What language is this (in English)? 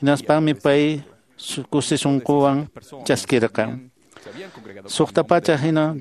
Quechua